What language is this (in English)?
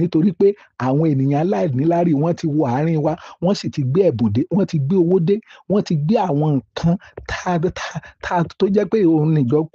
Yoruba